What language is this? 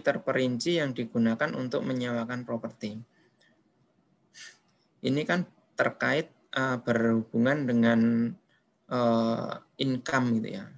Indonesian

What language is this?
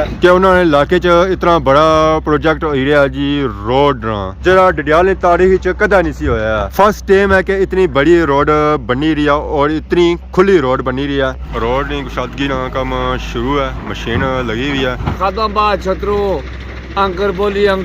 Pahari-Potwari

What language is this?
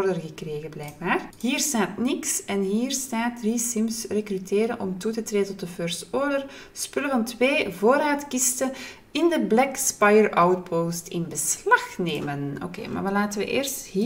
Dutch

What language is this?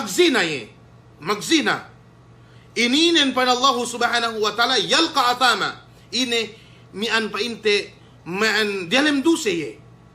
Yakan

